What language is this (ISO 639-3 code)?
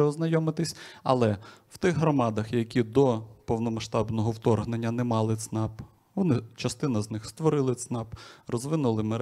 ukr